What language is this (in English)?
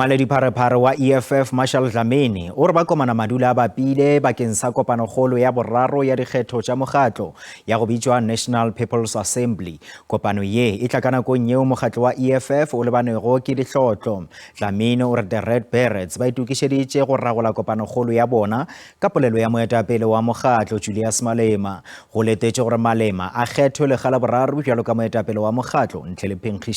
Northern Sotho